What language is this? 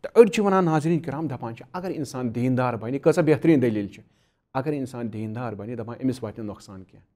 Kashmiri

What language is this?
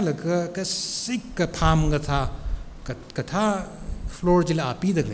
Tangkhul Naga (India)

